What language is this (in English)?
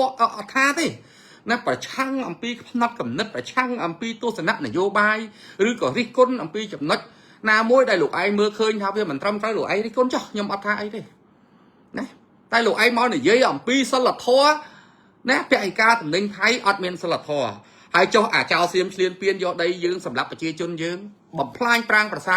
Khmer